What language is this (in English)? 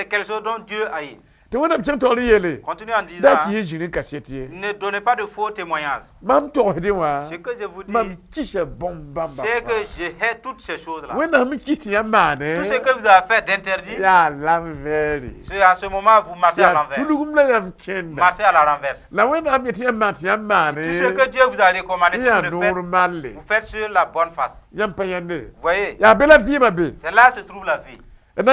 Mossi